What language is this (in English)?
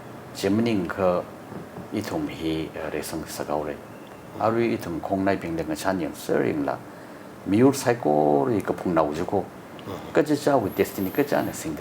Tangkhul Naga (India)